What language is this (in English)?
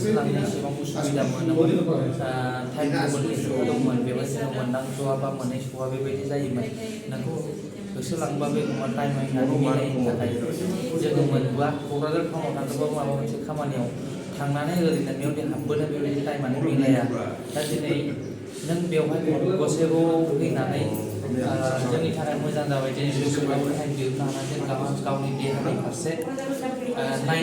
Bodo